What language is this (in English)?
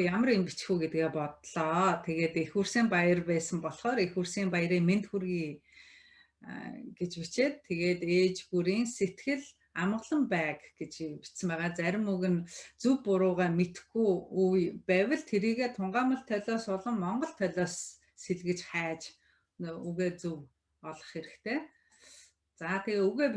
Mongolian